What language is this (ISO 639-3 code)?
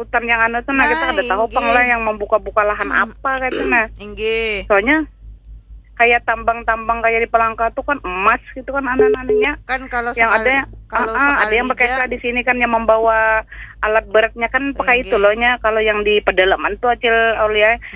bjn